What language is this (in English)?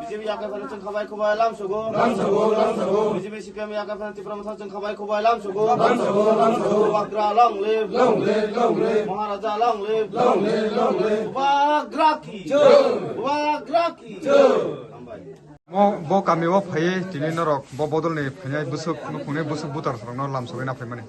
Kok Borok